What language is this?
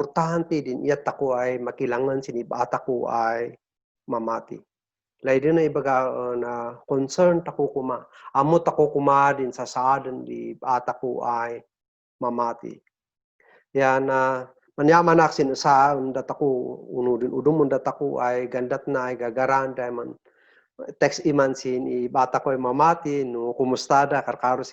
Kankanaey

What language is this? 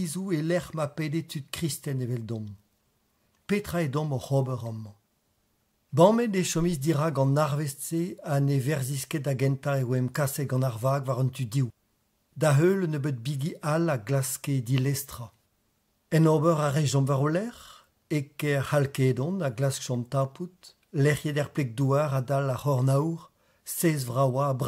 Breton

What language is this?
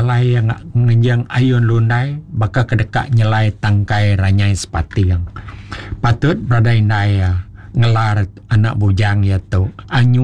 Iban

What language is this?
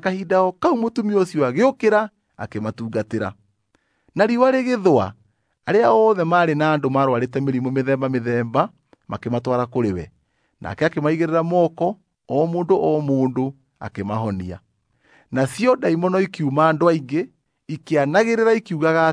Kikuyu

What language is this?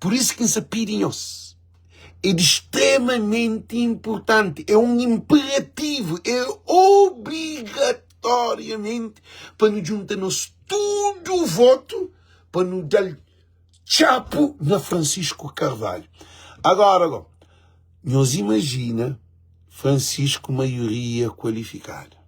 Kabuverdianu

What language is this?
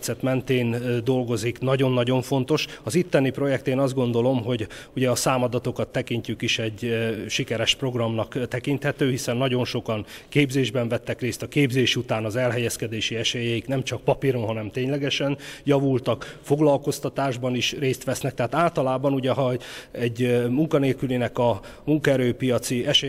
Hungarian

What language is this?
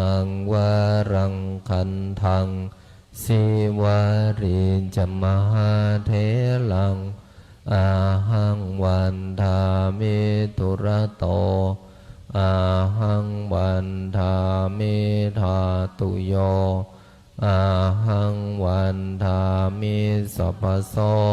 Pali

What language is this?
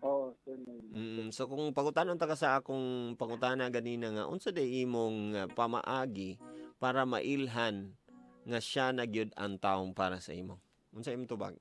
Cebuano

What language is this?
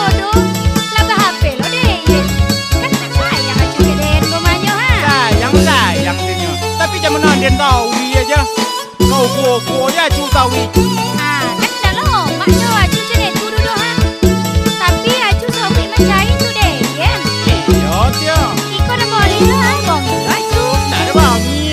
Minangkabau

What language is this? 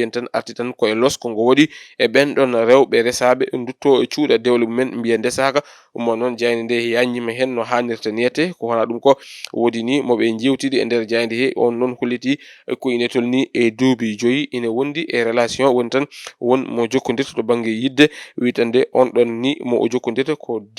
Fula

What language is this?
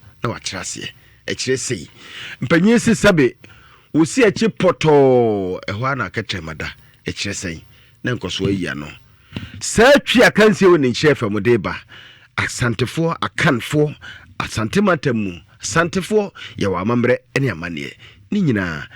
Akan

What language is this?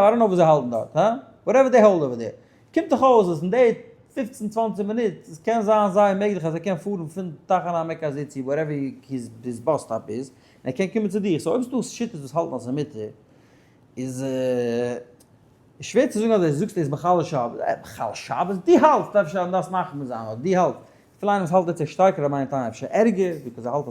Yiddish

